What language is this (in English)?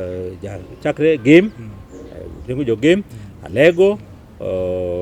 Luo (Kenya and Tanzania)